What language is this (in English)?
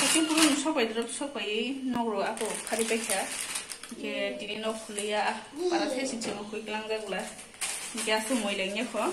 Kok Borok